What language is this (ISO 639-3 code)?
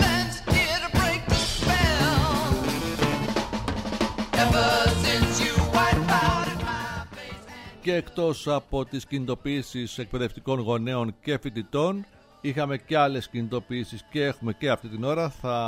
ell